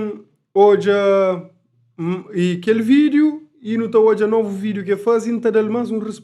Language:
Kabuverdianu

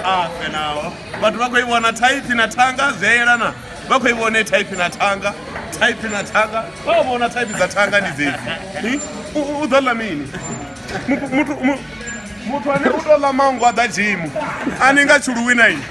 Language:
Venda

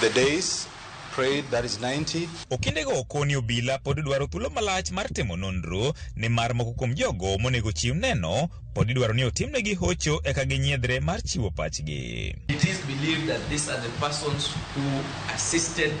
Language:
Luo (Kenya and Tanzania)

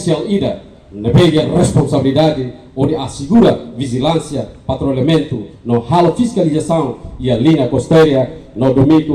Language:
Tetum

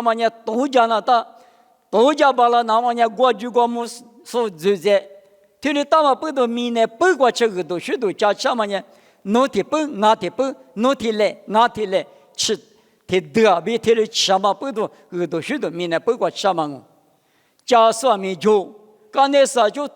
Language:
Lisu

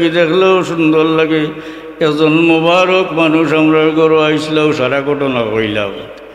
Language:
Sylheti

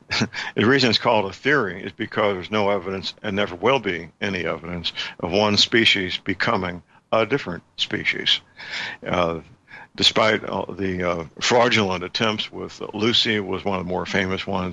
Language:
English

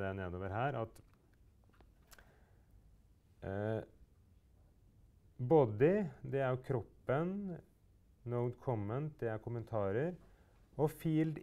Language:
Norwegian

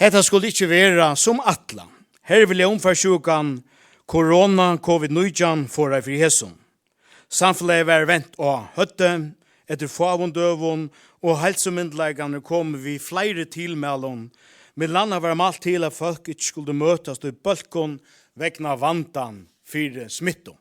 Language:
Faroese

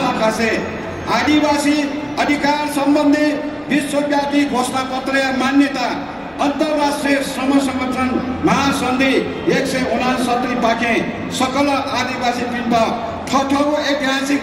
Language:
Newari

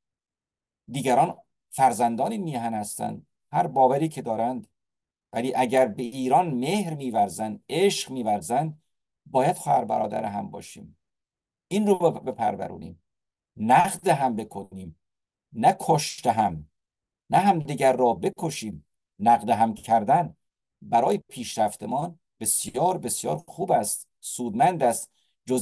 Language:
Persian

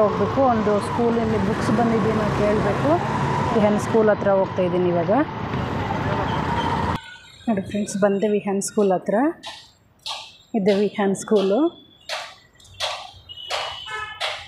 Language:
Kannada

